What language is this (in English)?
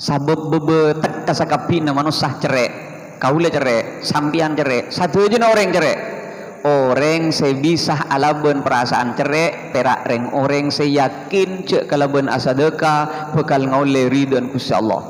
Madurese